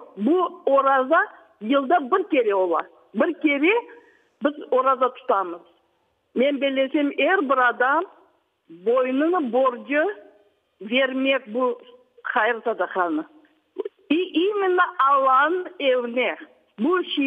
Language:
Crimean Tatar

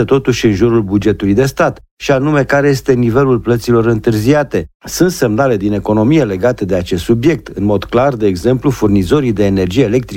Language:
Romanian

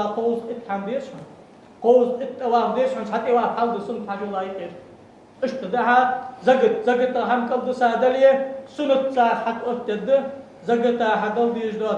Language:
Ingush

